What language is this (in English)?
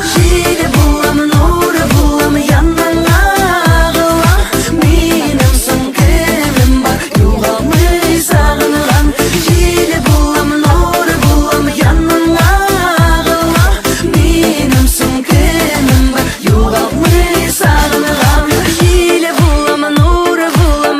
Bashkir